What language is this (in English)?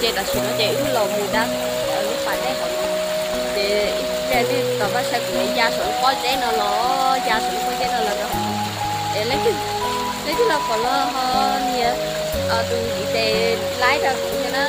Hmong